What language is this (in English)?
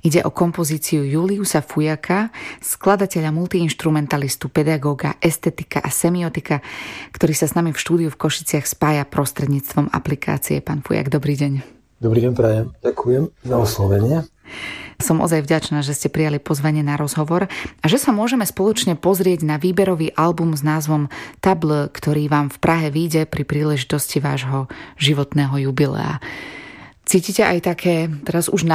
Slovak